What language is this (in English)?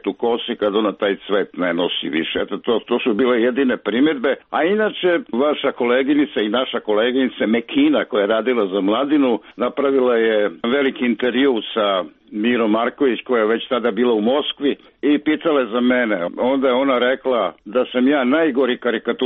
Serbian